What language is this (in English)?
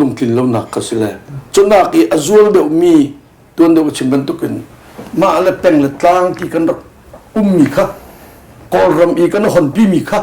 Hakha Chin